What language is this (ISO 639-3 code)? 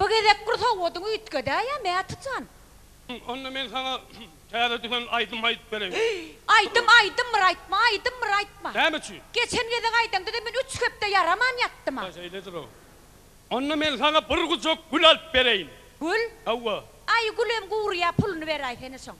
tuk